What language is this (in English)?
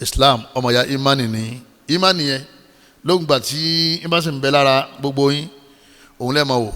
Yoruba